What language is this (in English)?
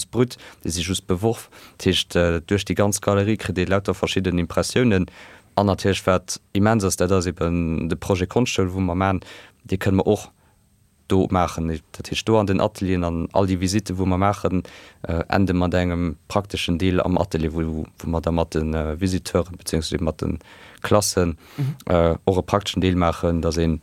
Luxembourgish